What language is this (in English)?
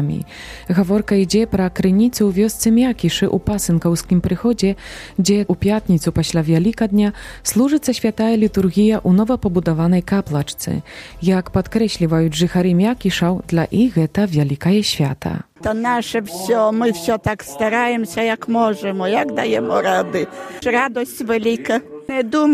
Belarusian